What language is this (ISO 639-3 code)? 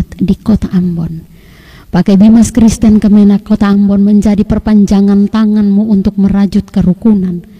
ind